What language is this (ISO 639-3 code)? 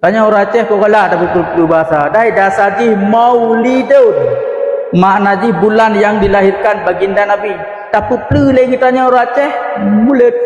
ace